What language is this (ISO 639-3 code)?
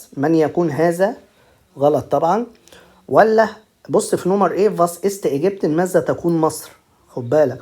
arz